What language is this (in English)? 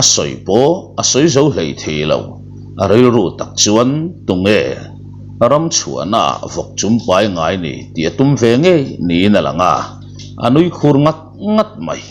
Mizo